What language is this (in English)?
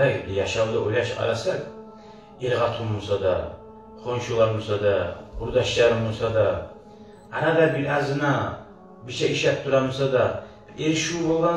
Kumyk